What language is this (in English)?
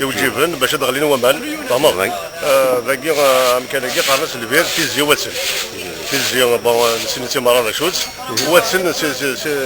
Kabyle